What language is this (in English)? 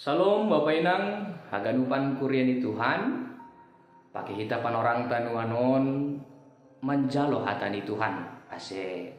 Batak Simalungun